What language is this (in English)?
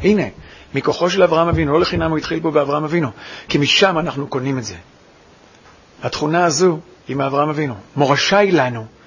Hebrew